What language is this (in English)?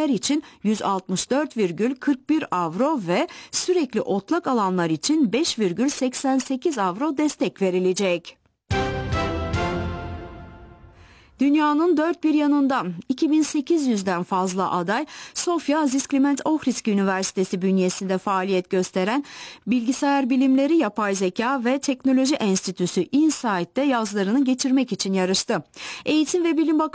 Turkish